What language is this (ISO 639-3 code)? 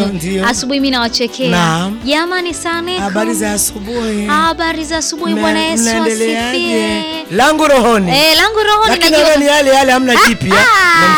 swa